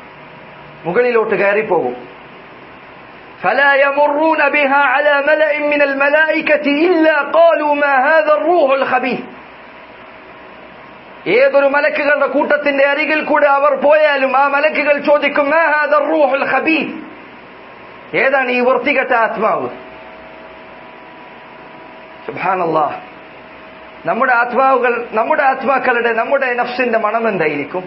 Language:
Malayalam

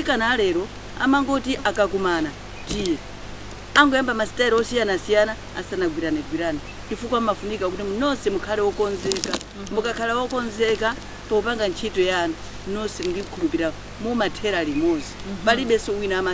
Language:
Nyanja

